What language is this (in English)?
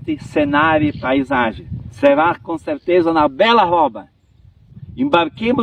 Venetian